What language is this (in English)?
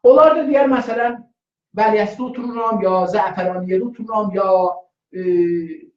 South Azerbaijani